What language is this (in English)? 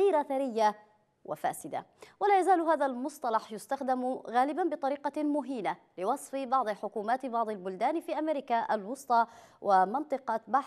Arabic